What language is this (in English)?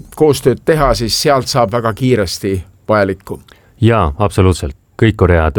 Estonian